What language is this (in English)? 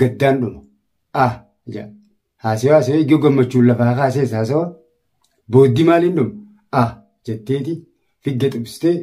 Oromo